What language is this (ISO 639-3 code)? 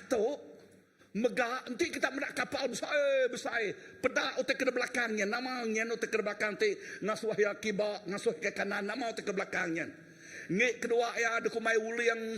iba